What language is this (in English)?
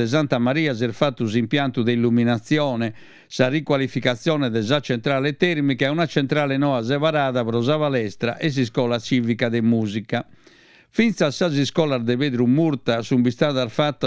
Sardinian